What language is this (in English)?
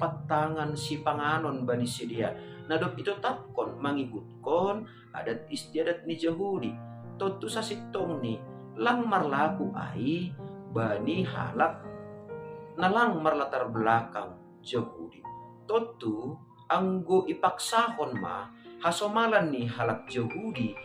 Batak Simalungun